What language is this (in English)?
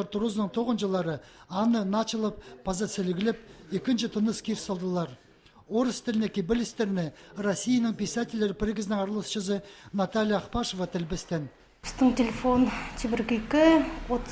Khakas